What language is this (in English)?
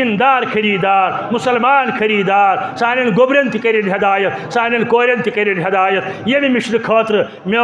Kashmiri